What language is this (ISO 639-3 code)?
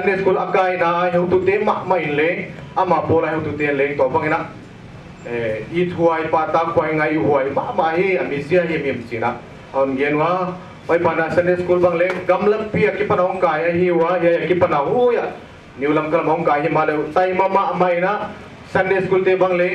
pck